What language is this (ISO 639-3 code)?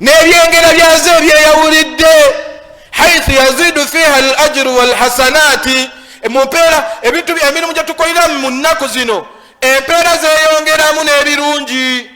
lug